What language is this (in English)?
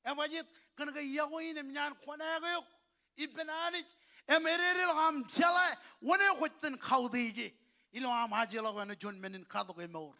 Marshallese